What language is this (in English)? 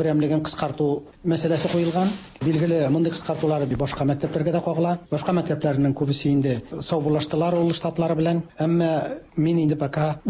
Tatar